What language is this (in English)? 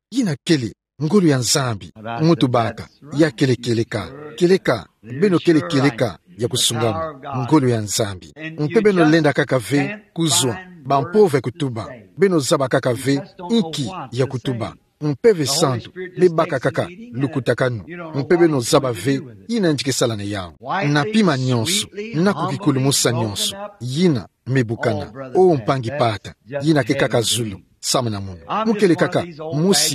Kituba (Democratic Republic of Congo)